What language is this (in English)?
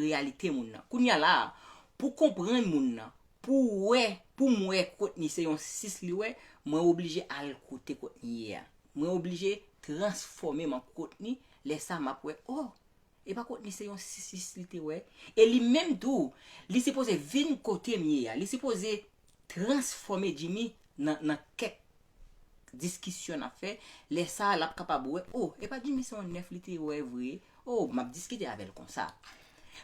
Haitian Creole